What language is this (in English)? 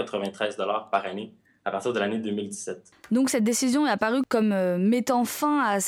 French